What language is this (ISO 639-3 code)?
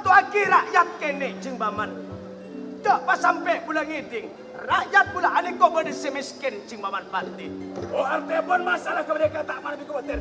mad